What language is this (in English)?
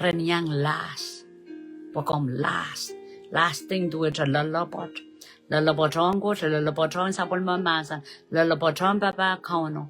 Pohnpeian